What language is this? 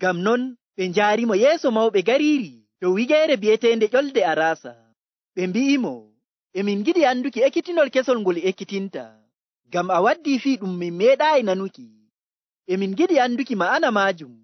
Nigerian Fulfulde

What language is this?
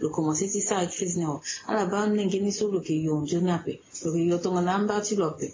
Sango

